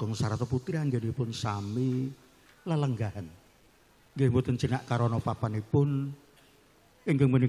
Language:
Javanese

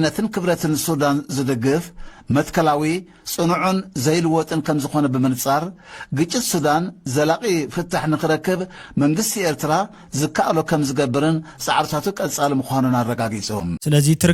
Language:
Tigrinya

